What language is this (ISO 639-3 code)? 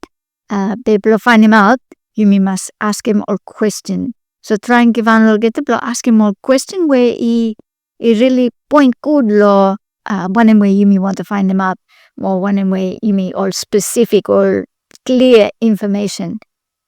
bis